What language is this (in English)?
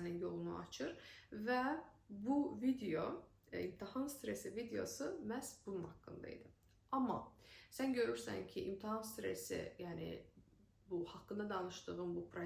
Azerbaijani